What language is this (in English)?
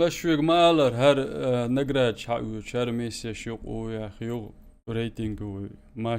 Chechen